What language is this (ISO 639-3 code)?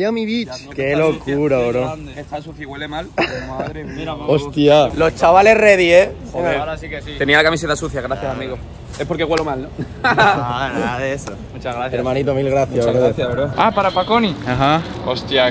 spa